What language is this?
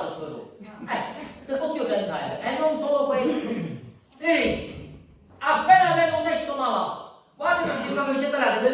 Sicilian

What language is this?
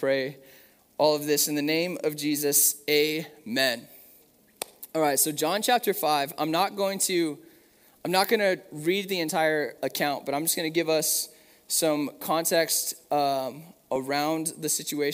English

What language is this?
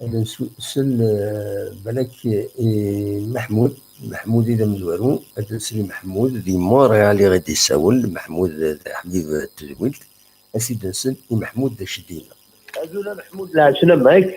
Kabyle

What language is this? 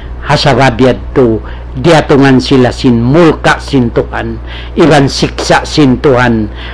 Tausug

